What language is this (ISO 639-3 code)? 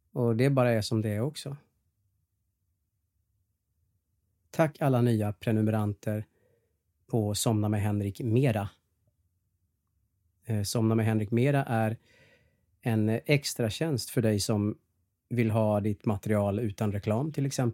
swe